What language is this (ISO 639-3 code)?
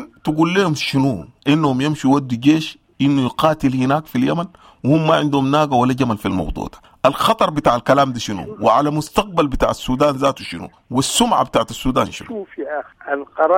apd